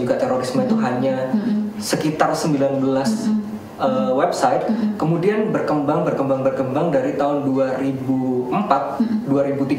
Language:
Indonesian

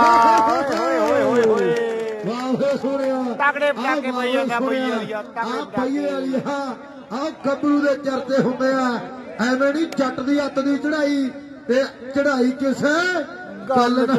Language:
Punjabi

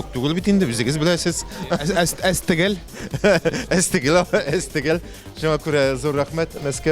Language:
Tatar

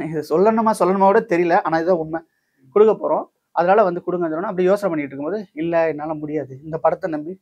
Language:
Tamil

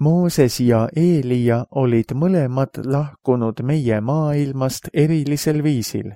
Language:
Estonian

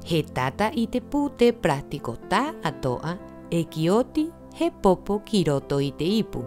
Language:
Rapanui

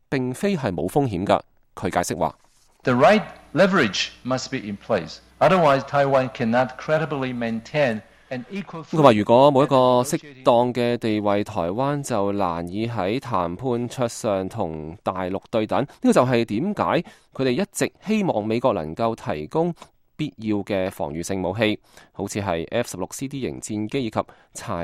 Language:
Cantonese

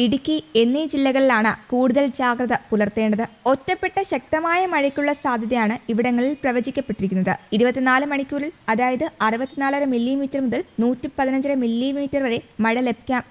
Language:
Malayalam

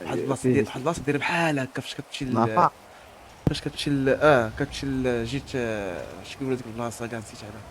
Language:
Moroccan Arabic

